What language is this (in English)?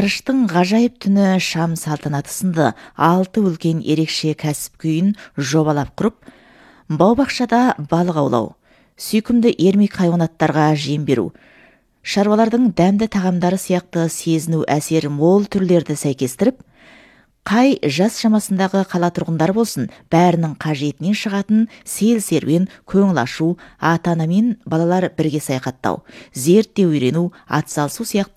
Kazakh